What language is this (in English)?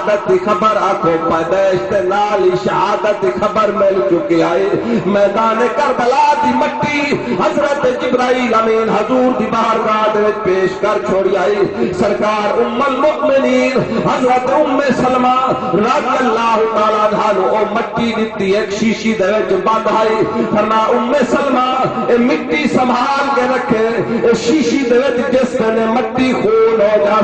Saraiki